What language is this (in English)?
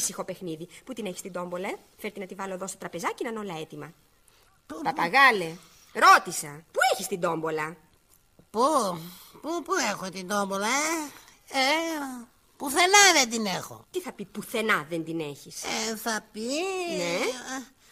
Greek